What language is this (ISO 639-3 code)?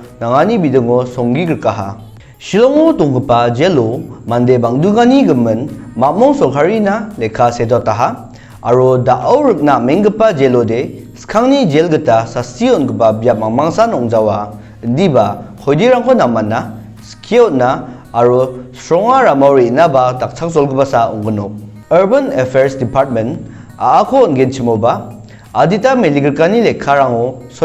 grt